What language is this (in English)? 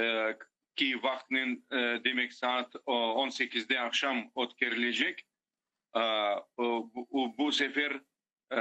Crimean Tatar